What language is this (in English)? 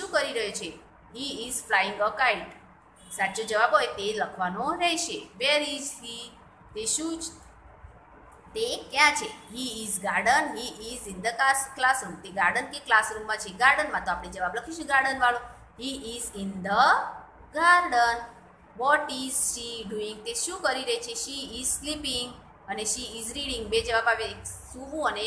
Gujarati